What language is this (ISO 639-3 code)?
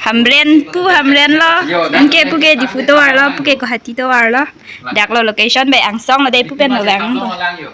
mjw